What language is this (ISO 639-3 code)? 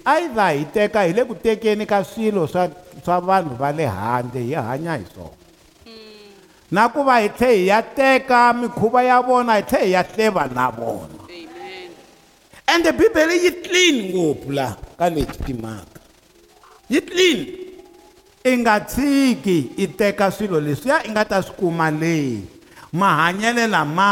tso